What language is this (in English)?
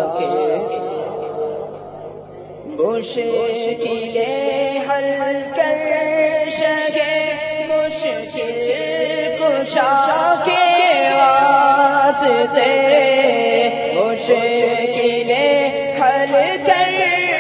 Urdu